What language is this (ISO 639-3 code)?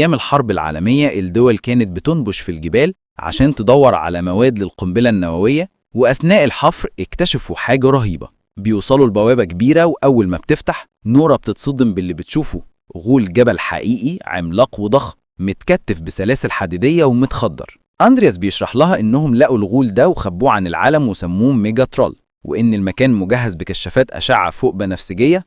arz